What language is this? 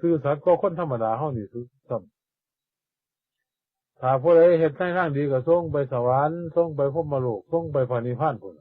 Northeastern Thai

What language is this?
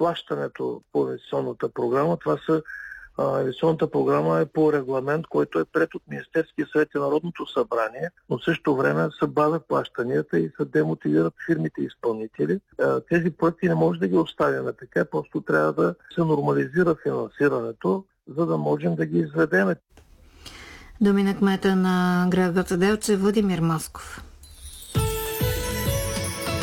Bulgarian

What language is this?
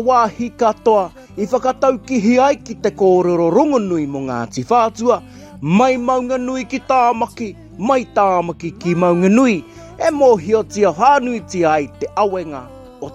Māori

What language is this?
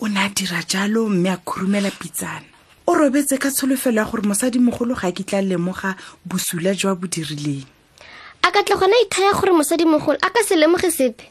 Tswana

